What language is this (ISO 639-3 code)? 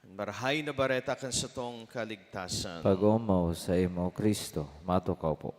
bik